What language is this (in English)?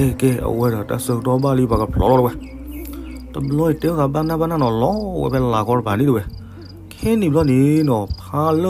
S'gaw Karen